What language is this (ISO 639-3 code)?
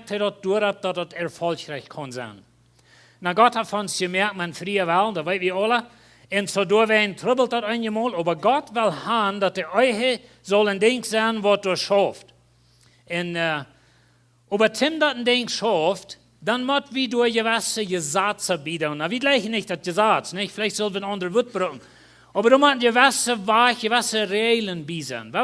pdt